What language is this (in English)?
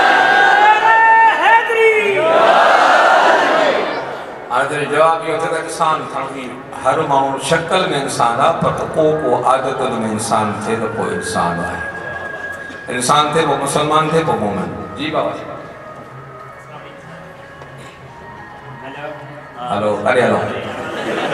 Urdu